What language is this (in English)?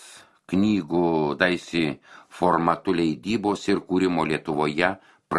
Lithuanian